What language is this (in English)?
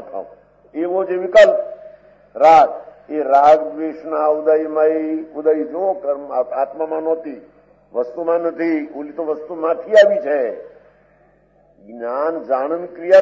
Gujarati